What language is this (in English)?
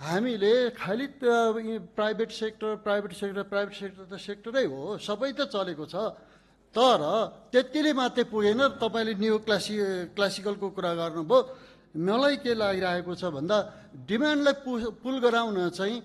Nepali